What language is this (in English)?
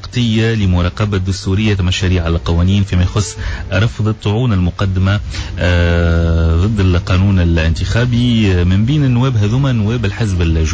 Tunisian Arabic